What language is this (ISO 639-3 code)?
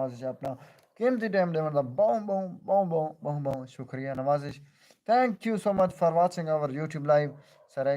skr